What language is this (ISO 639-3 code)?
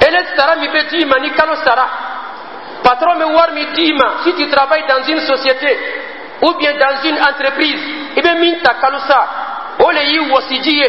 dyu